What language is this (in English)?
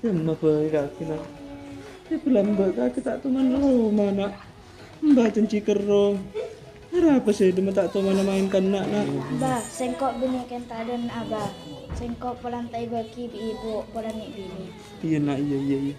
Madurese